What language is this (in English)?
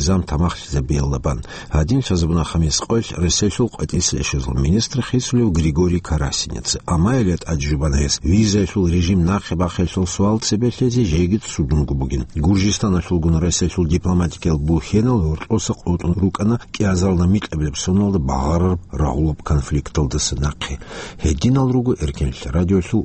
Avaric